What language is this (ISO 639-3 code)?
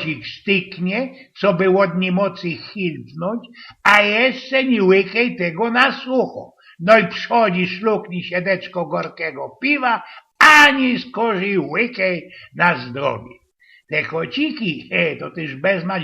szl